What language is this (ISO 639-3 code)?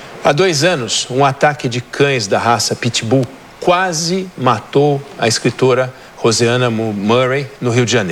por